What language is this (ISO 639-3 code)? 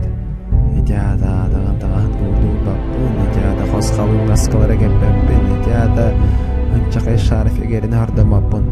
sah